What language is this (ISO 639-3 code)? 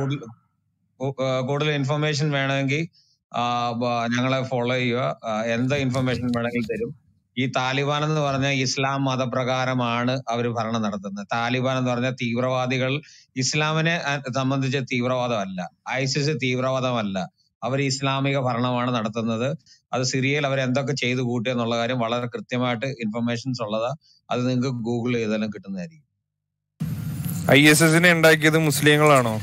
mal